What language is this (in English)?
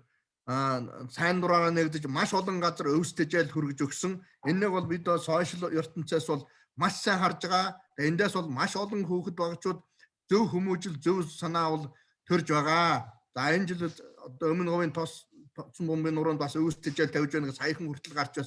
Mongolian